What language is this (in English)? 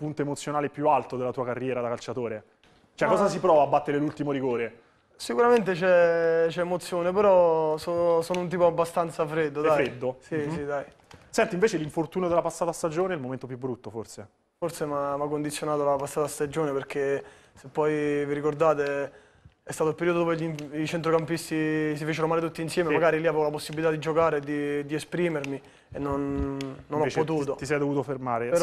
Italian